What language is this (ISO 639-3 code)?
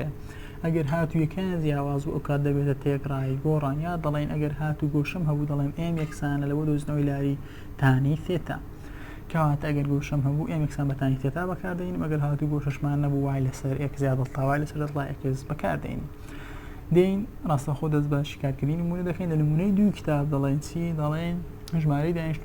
ckb